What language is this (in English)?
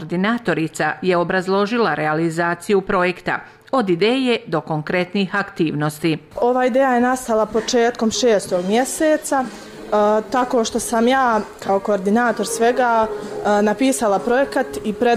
Bosnian